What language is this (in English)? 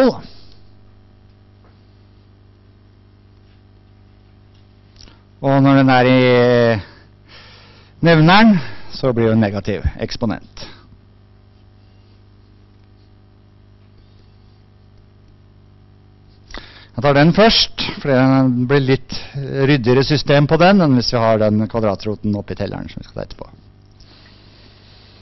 Norwegian